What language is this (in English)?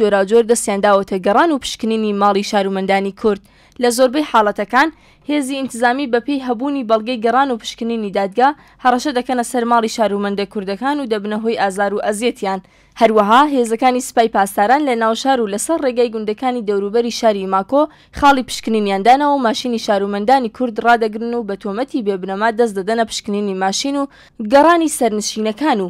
Central Kurdish